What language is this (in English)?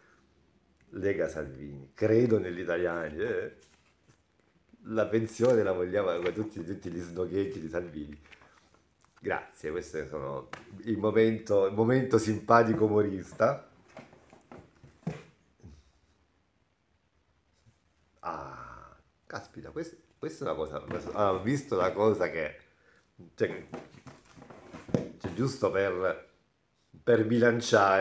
Italian